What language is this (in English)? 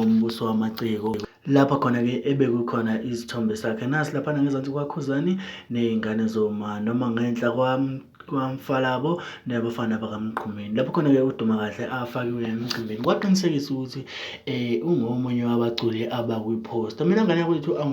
Zulu